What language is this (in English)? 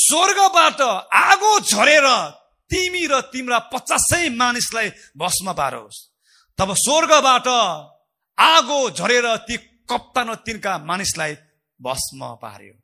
Nepali